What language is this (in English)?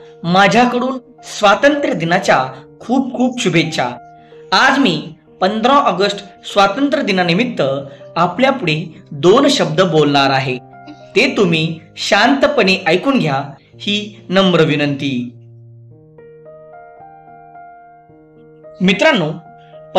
Marathi